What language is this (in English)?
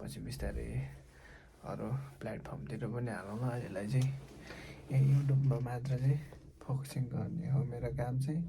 Nepali